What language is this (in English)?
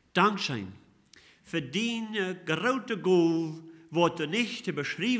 Plautdietsch